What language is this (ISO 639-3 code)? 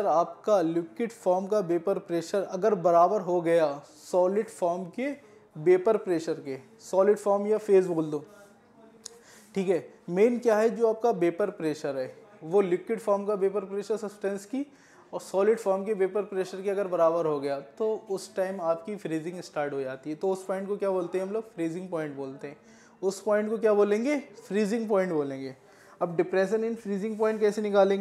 hin